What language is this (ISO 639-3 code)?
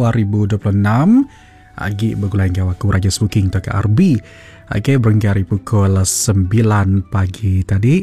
iba